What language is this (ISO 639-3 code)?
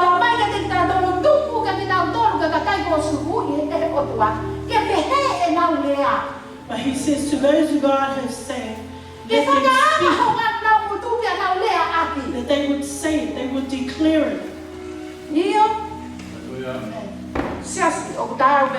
ton